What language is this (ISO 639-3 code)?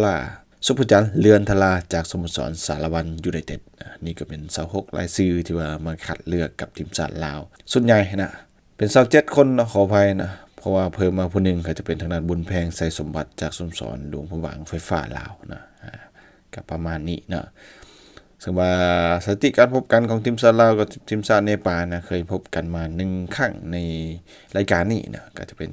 lao